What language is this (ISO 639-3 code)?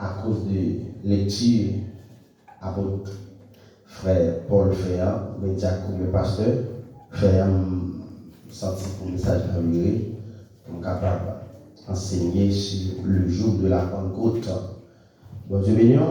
hat